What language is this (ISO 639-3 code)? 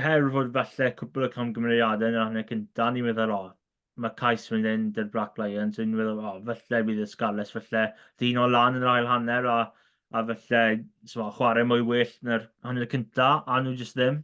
cym